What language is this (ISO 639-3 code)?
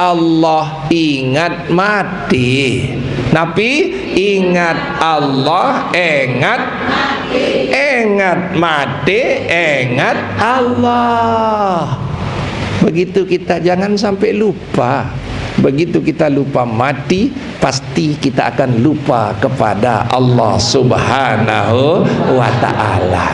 sas